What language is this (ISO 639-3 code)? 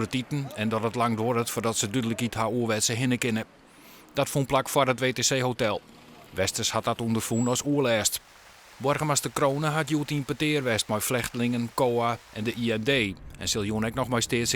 fry